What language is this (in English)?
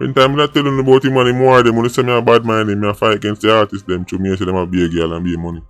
Jamaican Creole English